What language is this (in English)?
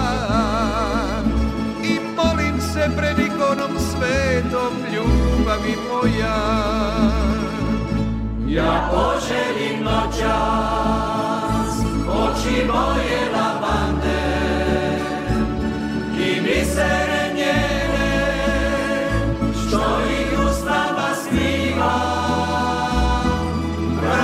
Croatian